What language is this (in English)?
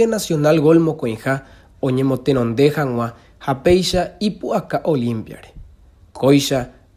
Guarani